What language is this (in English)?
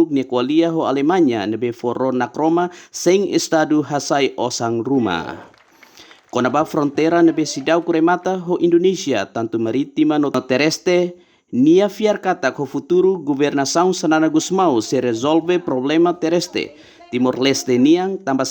Tetum